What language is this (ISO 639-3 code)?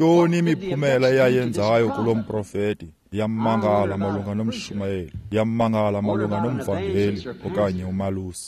xho